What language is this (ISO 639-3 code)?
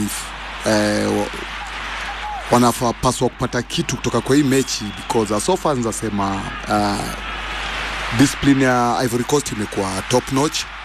swa